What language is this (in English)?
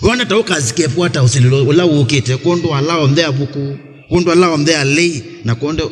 Kamba